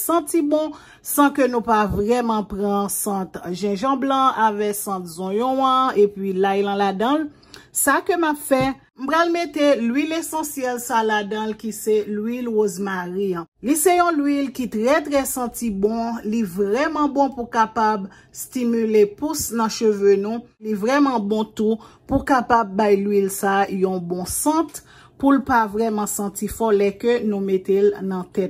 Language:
Haitian Creole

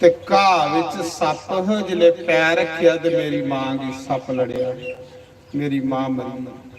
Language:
Dogri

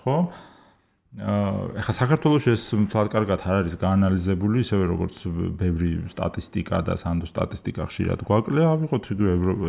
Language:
Georgian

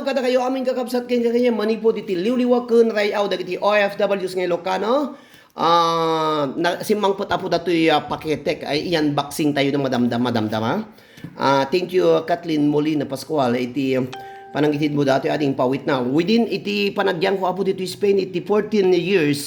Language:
Iloko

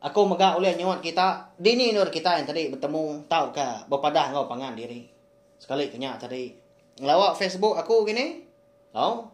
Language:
Iban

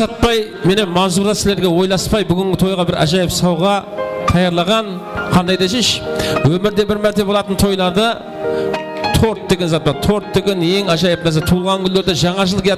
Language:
Kara-Kalpak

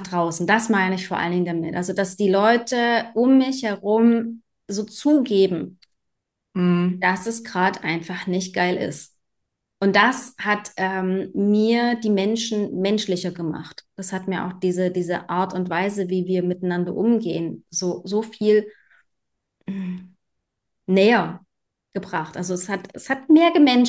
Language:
German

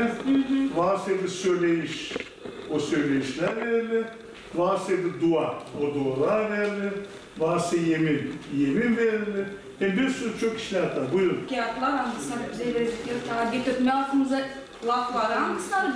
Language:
Gagauz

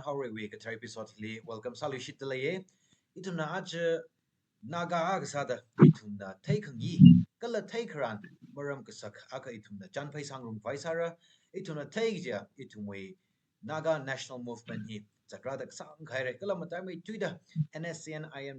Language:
Tangkhul Naga (India)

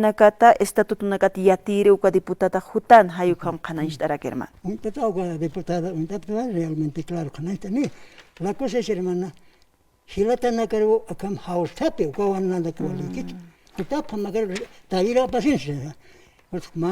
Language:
Aymara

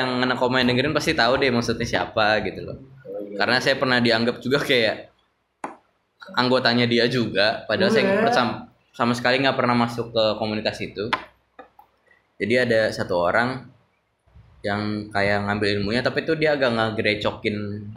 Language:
Indonesian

